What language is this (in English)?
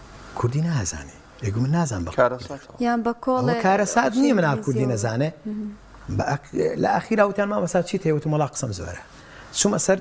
Central Kurdish